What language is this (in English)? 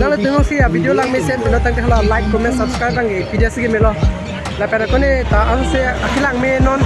Karbi